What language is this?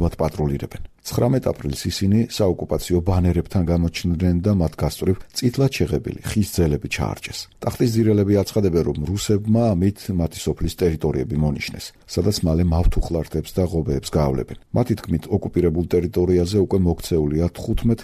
Georgian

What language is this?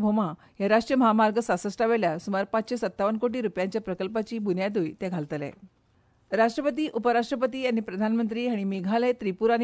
Konkani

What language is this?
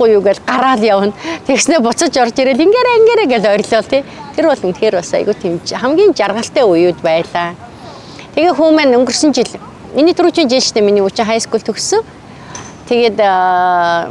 Mongolian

